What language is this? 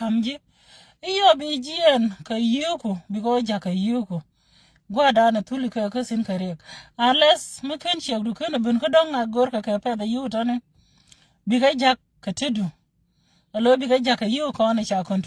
Nuer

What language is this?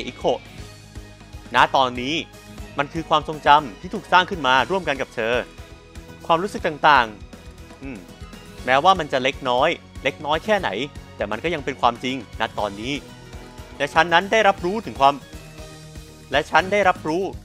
Thai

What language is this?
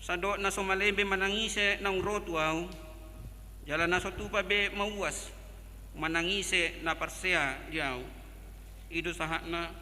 Batak Toba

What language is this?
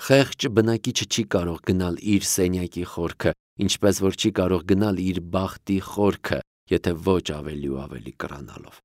Armenian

